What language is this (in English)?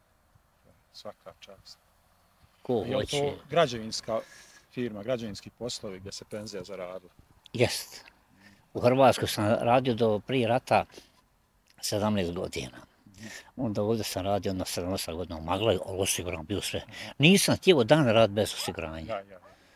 Bosnian